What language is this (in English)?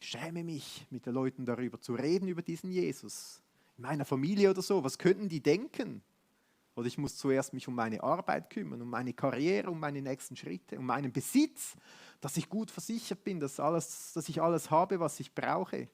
Swiss German